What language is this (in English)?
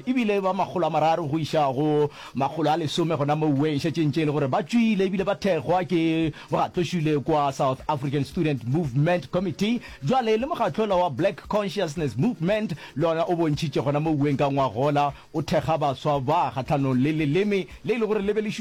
Northern Sotho